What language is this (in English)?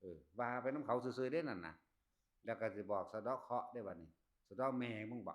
Northeastern Thai